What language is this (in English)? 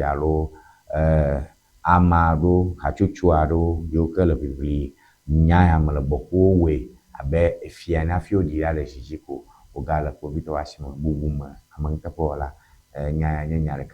Ewe